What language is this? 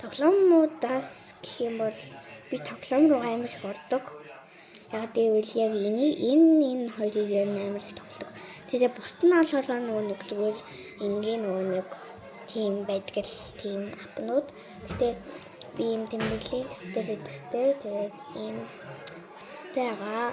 Mongolian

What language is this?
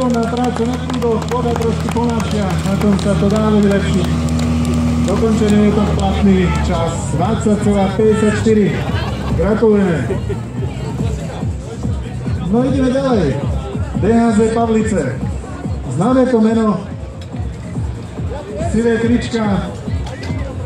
Slovak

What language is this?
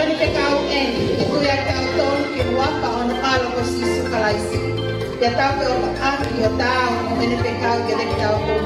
Tongan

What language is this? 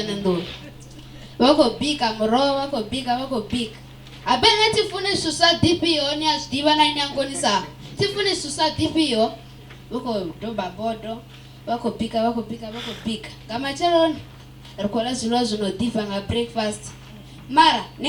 Venda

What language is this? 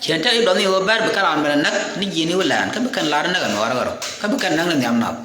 Nuer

